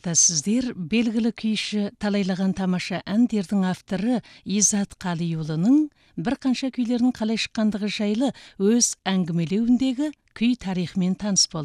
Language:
Kazakh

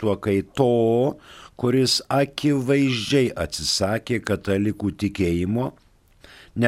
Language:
Lithuanian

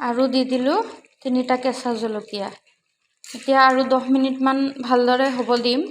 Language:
Assamese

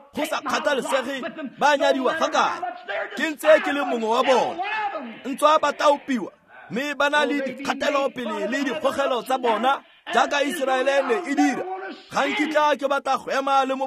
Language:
Tswana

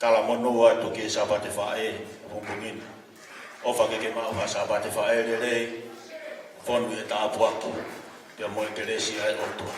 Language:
Tongan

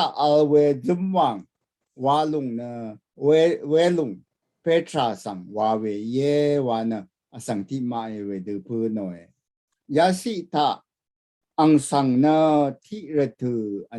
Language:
Rawang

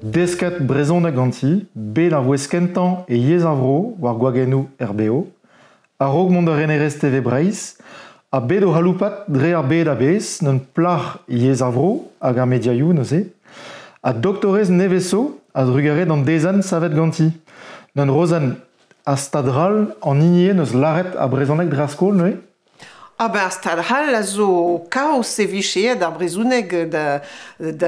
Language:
Breton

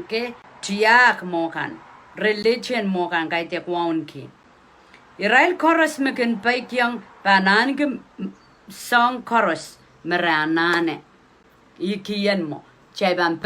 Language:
Pohnpeian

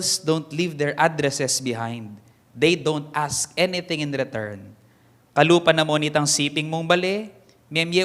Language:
Pampanga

